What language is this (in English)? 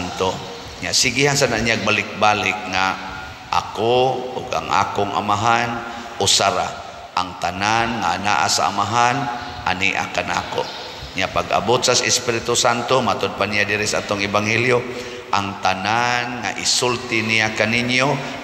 Cebuano